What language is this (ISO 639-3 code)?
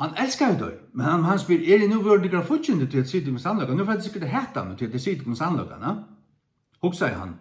fao